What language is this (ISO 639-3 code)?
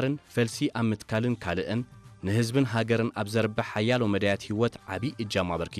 tir